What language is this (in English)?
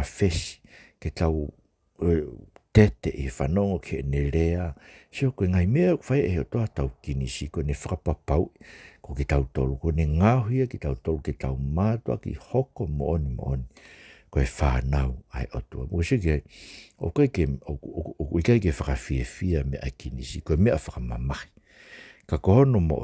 Tongan